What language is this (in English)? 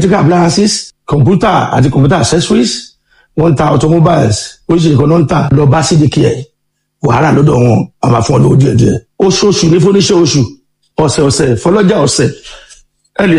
Yoruba